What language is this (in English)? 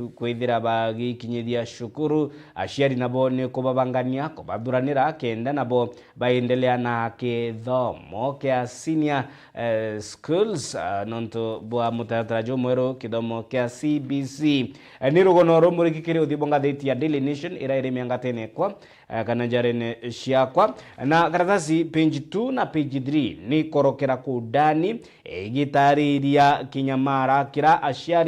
Meru